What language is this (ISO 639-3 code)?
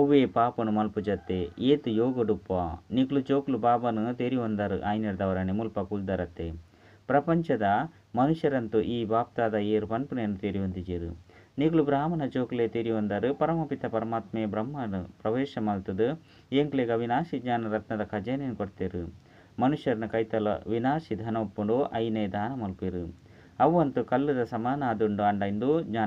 tcy